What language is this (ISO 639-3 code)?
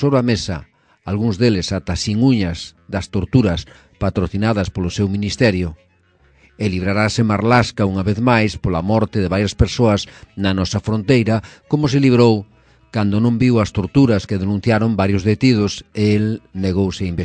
glg